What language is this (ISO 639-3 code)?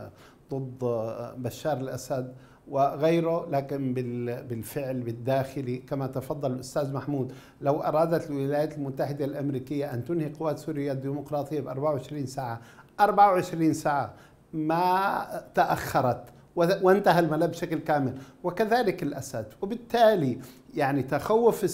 ara